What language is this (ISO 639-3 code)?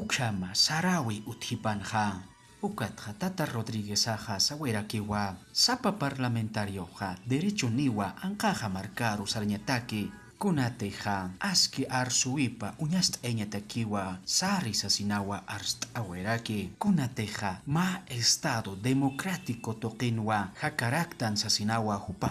aym